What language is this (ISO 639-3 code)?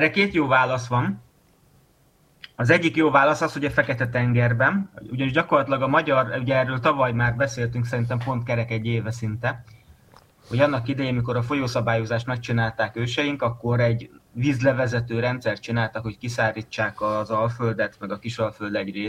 hun